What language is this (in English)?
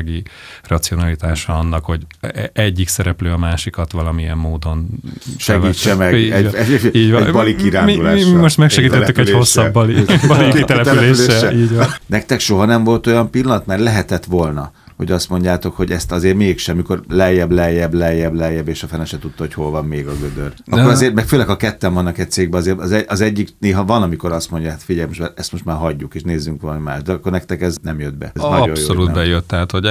Hungarian